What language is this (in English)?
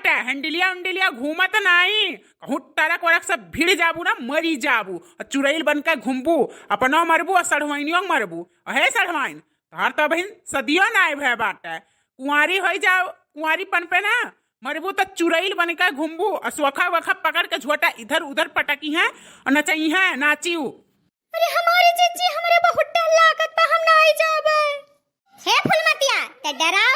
Awadhi